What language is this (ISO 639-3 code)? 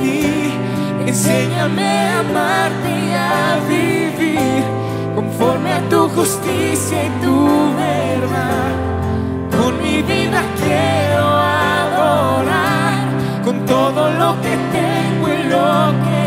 spa